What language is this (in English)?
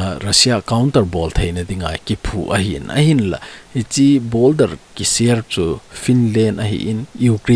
Thado Chin